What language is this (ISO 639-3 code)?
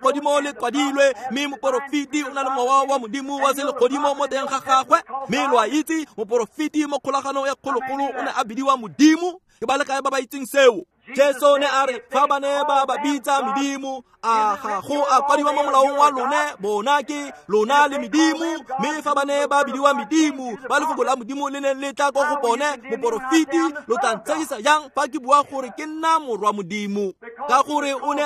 tsn